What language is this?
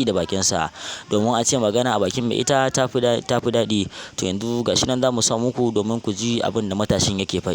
Hausa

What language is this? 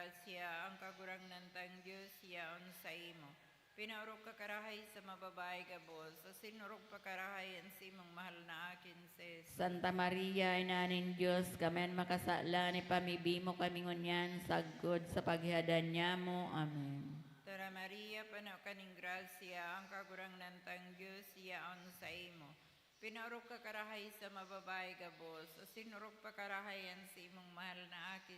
Bikol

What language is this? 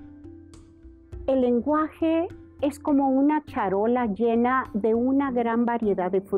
Spanish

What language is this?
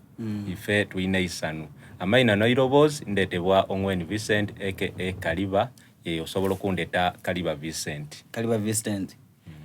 Soga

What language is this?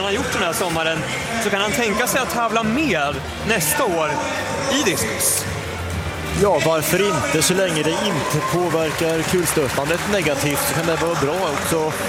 Swedish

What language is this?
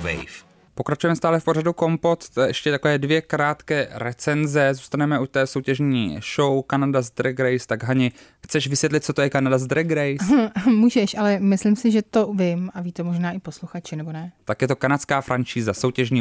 Czech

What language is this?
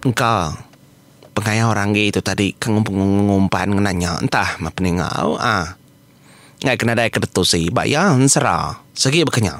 Iban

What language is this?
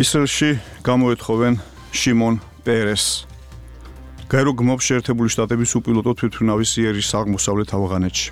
Georgian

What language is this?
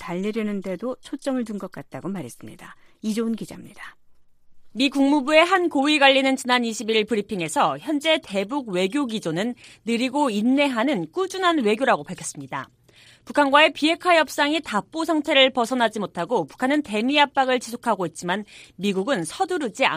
Korean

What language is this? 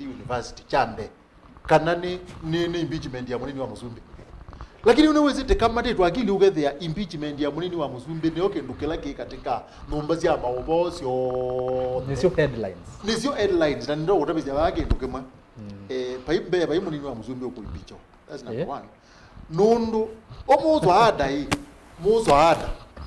Kamba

